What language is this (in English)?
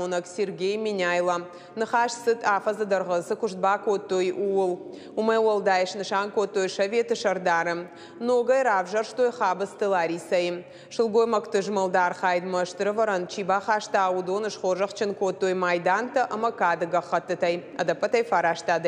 Ossetic